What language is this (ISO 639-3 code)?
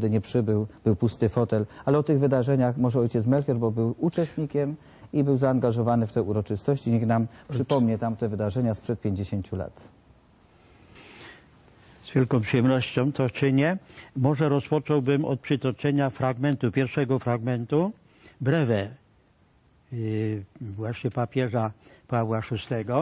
pol